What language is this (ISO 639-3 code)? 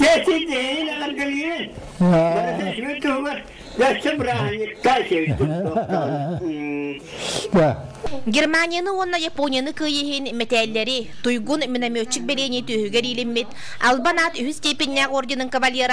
sah